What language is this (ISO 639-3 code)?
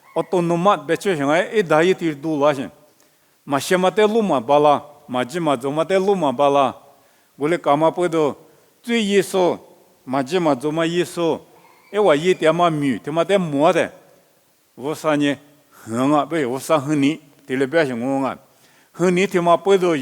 lis